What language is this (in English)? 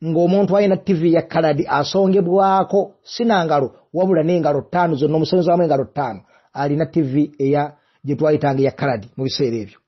Ganda